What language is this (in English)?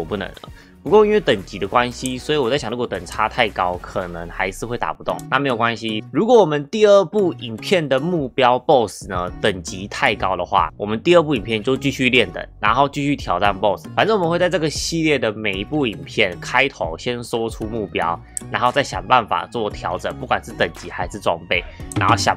Chinese